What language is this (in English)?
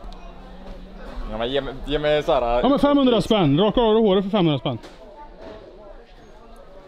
Swedish